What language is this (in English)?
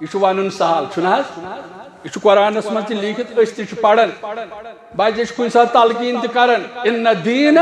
Kashmiri